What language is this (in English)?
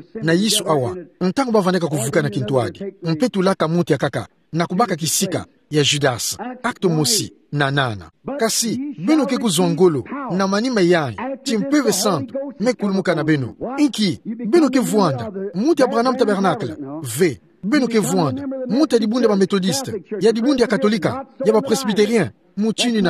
Kituba (Democratic Republic of Congo)